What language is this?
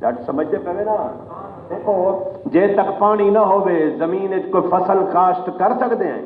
Saraiki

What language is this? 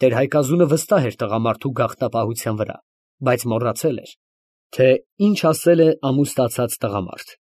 Armenian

